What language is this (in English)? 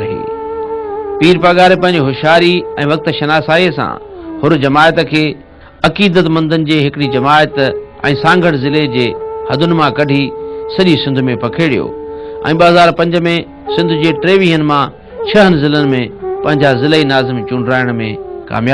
Sindhi